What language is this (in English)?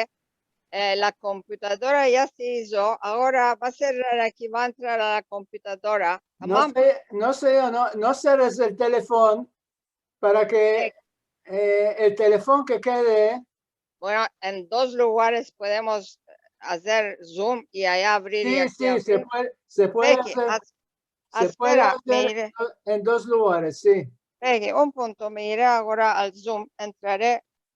Ladino